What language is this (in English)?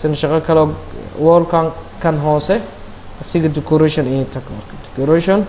Somali